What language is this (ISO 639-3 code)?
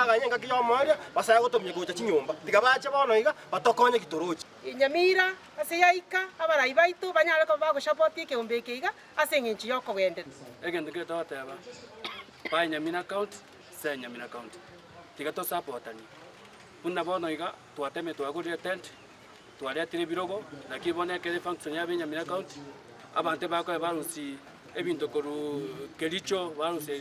guz